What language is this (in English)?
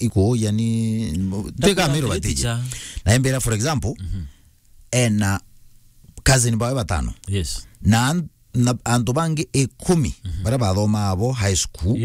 Meru